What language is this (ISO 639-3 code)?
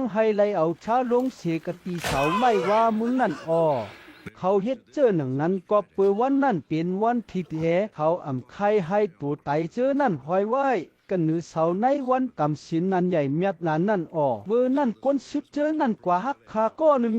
shn